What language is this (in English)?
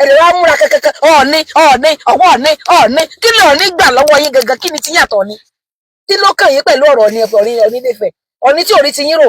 Yoruba